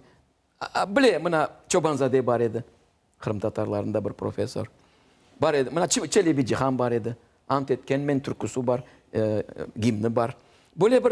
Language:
Crimean Tatar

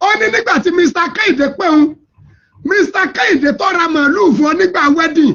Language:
Yoruba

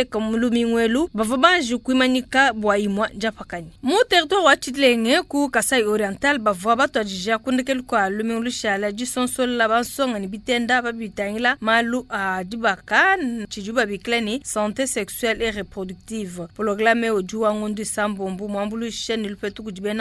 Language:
Luba-Lulua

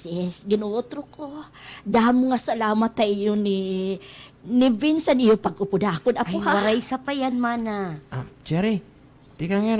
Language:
Waray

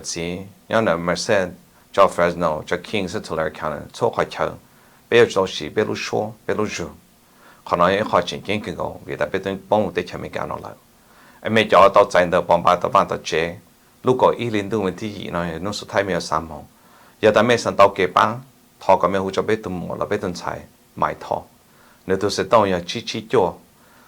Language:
Hmong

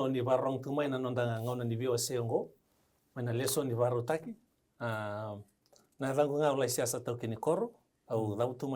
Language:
Fijian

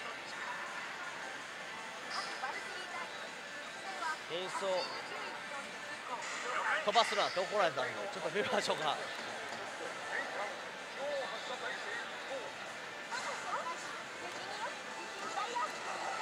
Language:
Japanese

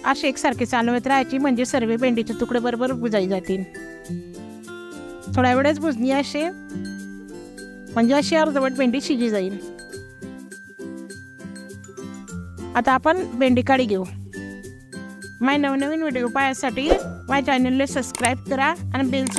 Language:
Marathi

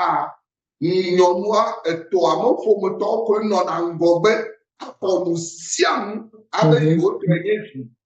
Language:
Ewe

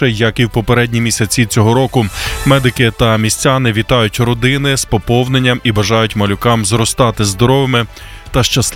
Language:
Ukrainian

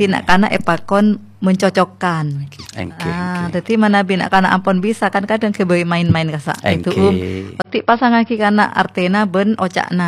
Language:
Madurese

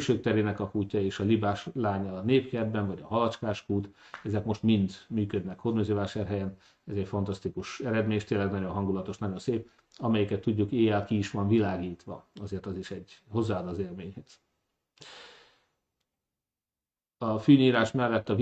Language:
Hungarian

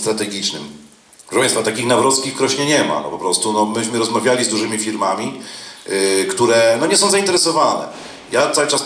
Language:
Polish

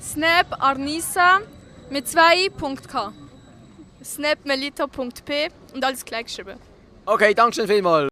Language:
Swiss German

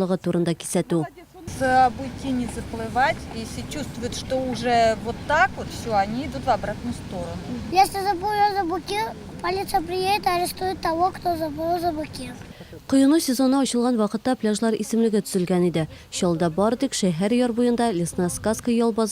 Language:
Tatar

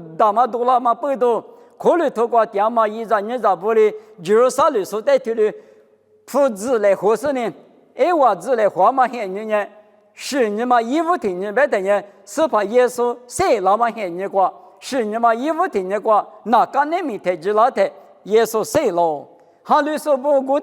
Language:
Lisu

